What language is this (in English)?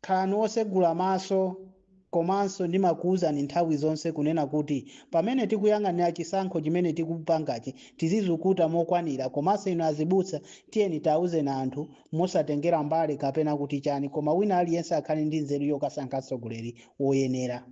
Nyanja